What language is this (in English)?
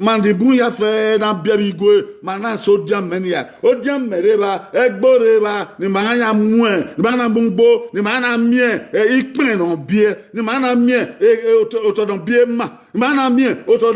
Bini